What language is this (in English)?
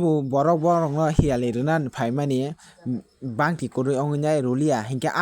Kok Borok